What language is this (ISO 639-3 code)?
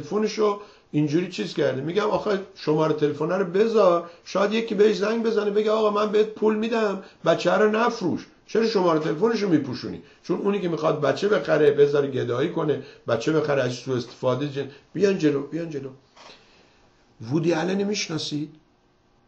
fas